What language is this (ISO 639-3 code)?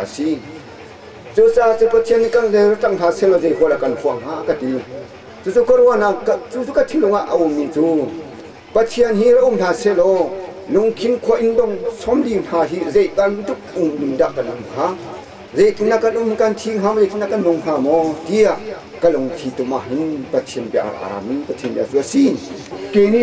cnh